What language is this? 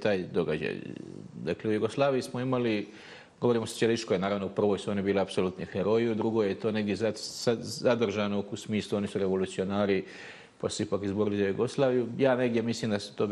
Bosnian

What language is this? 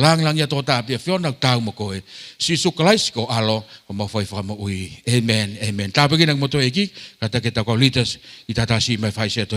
Tongan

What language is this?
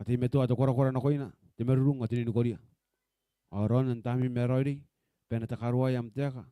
Gilbertese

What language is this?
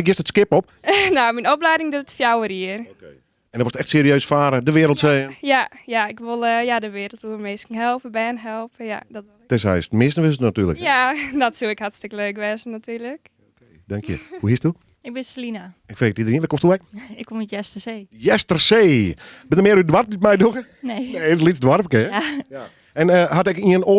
Western Frisian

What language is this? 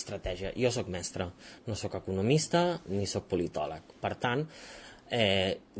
Catalan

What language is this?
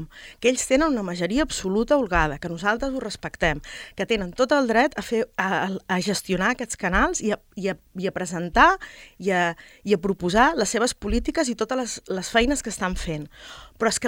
Catalan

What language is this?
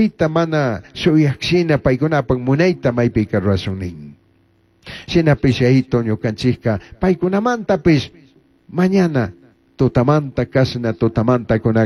Chimborazo Highland Quichua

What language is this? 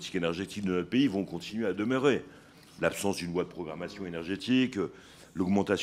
French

